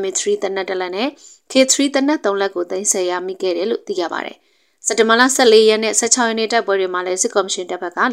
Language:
Burmese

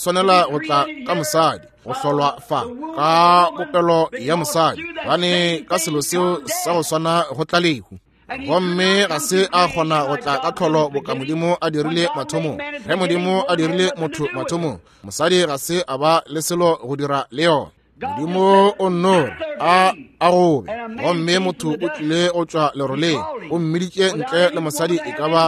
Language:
Northern Sotho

